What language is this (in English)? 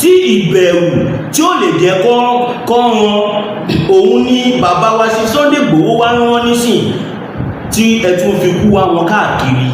Yoruba